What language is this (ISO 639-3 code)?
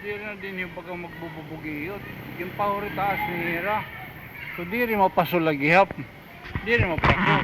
war